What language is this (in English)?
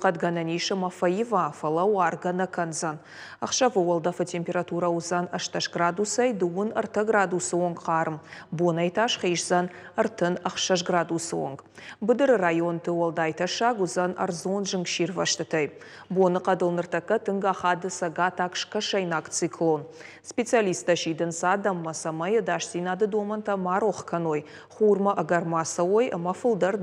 Ossetic